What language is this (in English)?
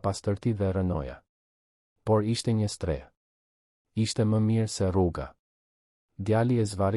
Albanian